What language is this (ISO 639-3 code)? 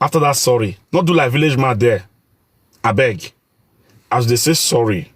pcm